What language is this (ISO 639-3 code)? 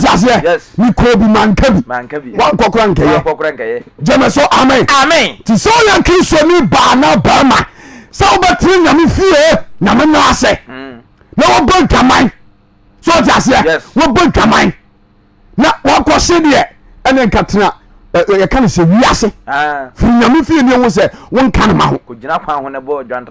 aka